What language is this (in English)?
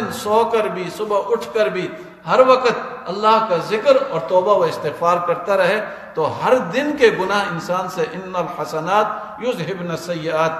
Urdu